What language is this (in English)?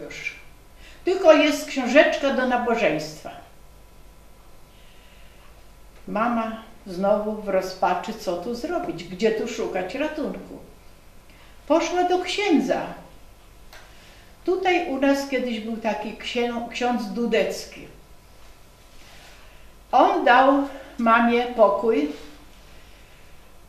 Polish